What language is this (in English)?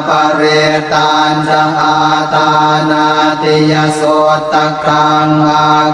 Pali